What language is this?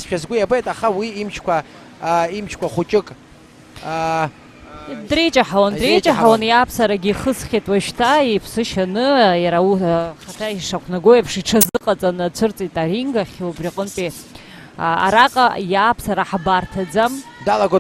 Abkhazian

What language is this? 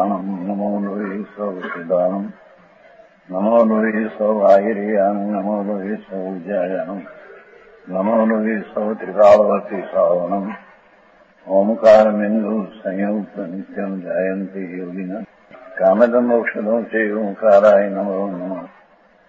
Gujarati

